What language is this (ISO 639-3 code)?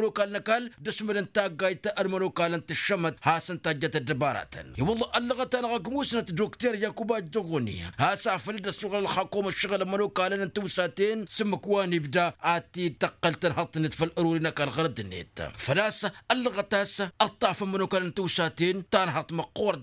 taq